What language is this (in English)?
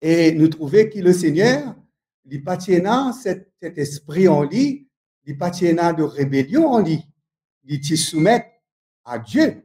Morisyen